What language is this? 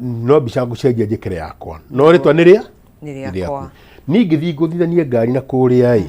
Kikuyu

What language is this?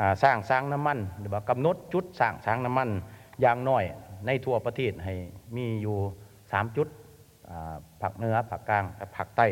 Lao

